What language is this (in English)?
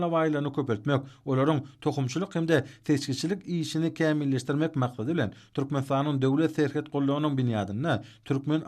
Turkmen